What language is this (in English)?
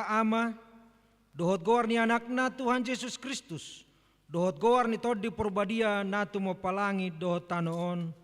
Batak Toba